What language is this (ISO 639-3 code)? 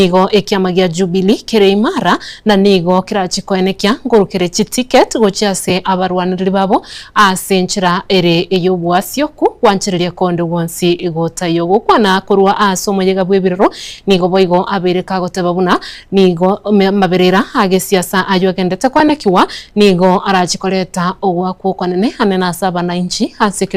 guz